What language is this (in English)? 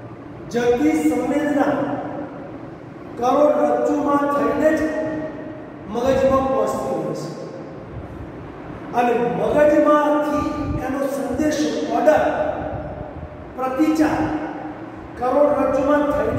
Gujarati